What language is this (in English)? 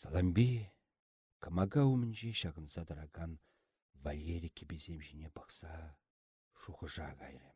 Chuvash